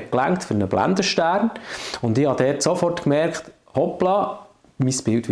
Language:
Swiss German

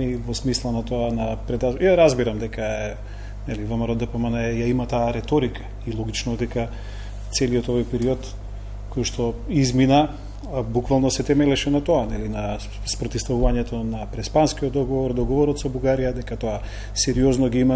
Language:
Macedonian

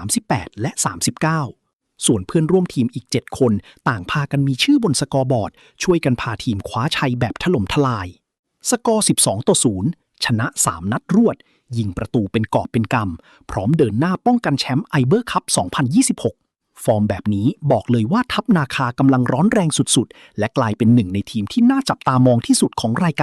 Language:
Lao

